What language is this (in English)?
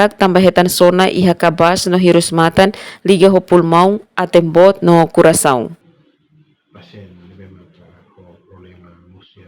Tetum